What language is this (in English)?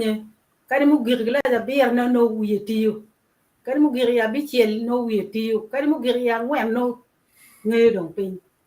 Acoli